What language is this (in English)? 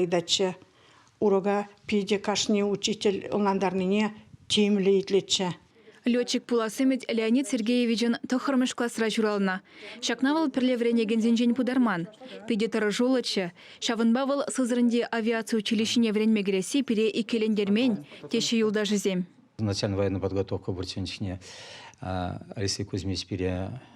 Chuvash